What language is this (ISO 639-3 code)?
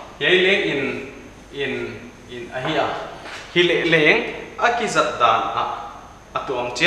pck